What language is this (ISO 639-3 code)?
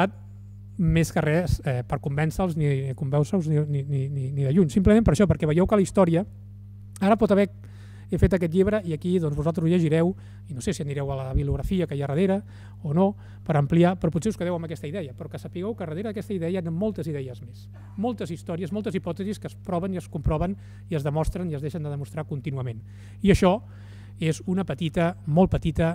cat